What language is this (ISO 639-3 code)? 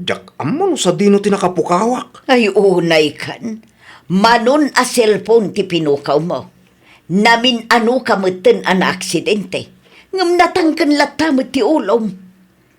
ilo